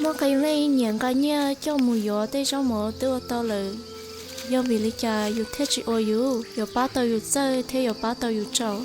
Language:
Hmong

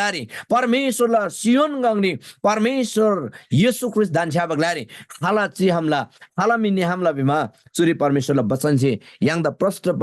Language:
Eastern Tamang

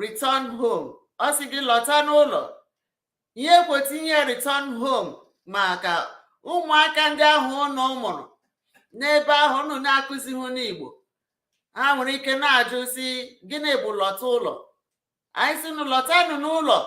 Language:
Igbo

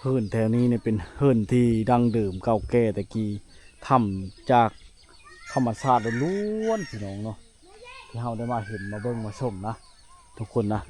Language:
Lao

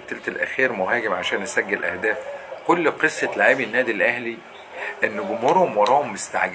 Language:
Egyptian Arabic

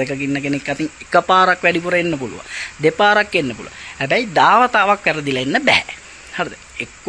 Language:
Sinhala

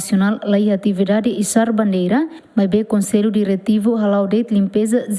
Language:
Tetum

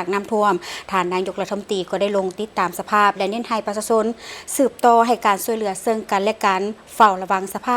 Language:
Lao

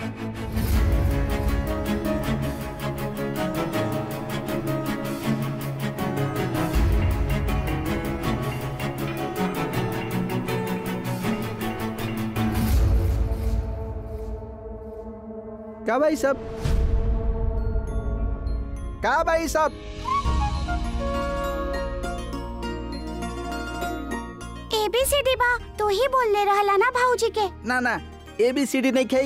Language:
Bhojpuri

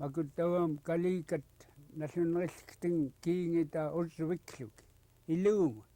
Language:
Central Yupik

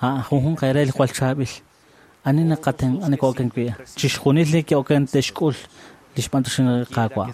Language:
Kekchí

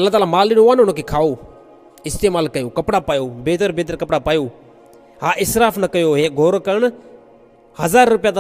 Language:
Sindhi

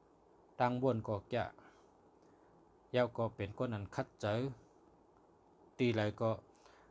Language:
Shan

